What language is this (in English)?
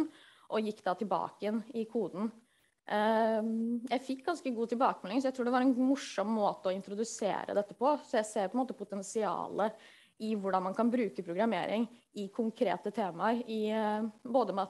Norwegian